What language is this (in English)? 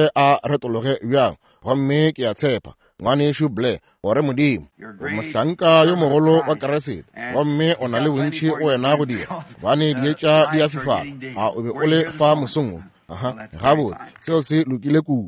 Northern Sotho